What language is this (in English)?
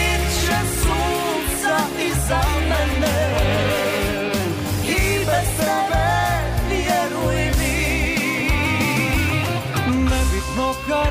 Serbian